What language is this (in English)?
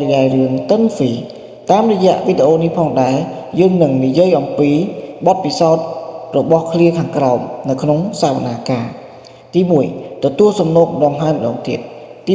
Khmer